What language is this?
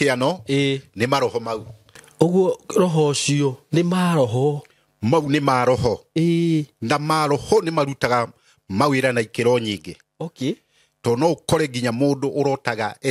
Kikuyu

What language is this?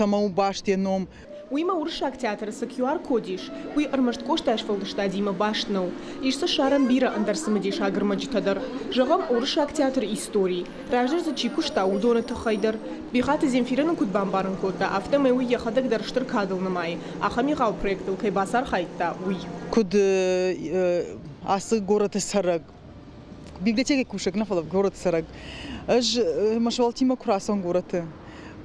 Ossetic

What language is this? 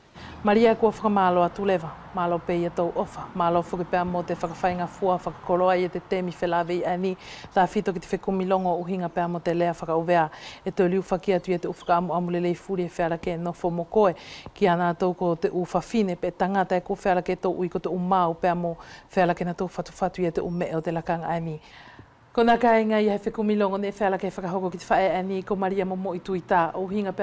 Wallisian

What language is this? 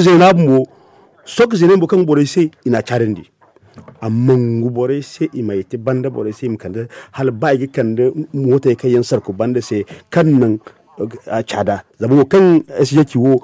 Zarma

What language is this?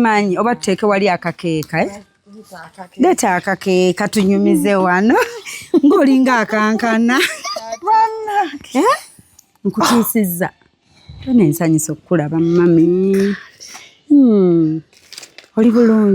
Ganda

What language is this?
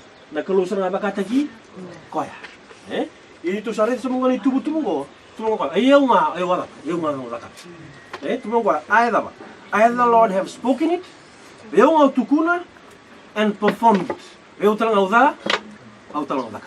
Fijian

